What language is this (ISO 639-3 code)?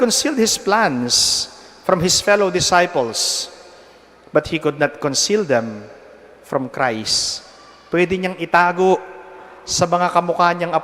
pam